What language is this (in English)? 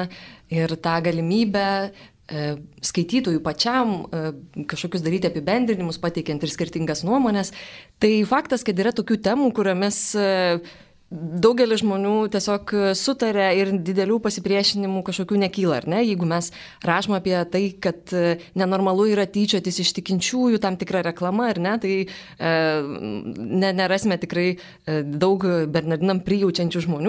Lithuanian